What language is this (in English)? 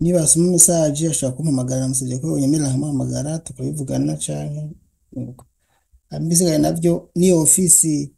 Rundi